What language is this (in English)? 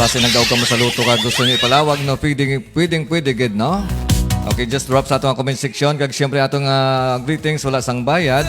Hiligaynon